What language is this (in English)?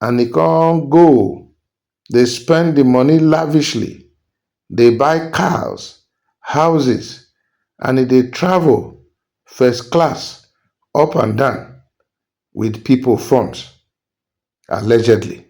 Nigerian Pidgin